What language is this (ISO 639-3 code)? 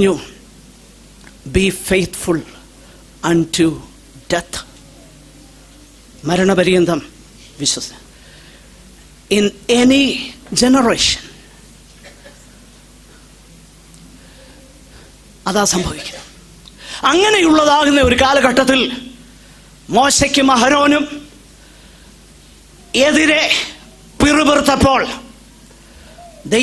mal